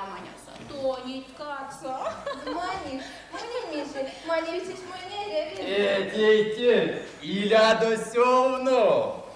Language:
Erzya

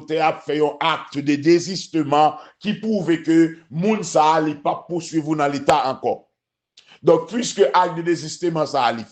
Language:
Haitian Creole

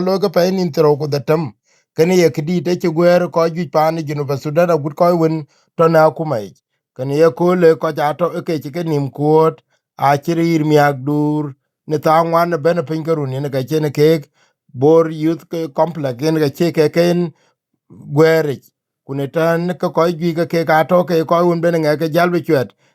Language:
Dinka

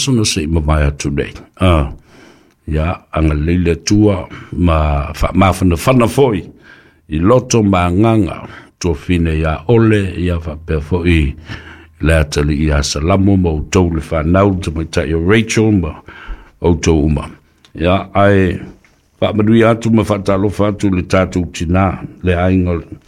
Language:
Samoan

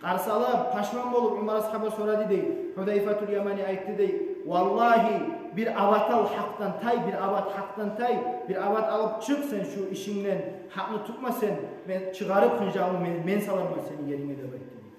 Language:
Kumyk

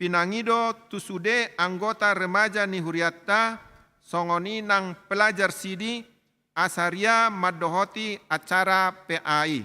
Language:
Batak Toba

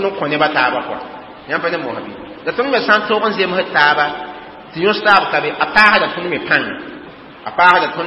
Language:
Mossi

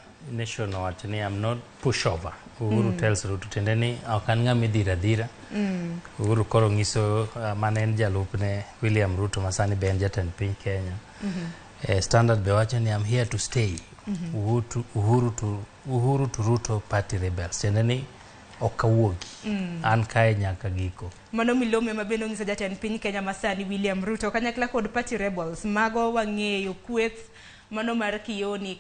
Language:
Luo (Kenya and Tanzania)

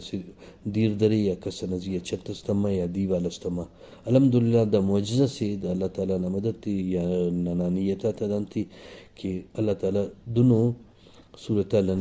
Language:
Brahui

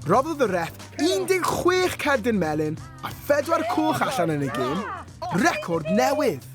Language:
Welsh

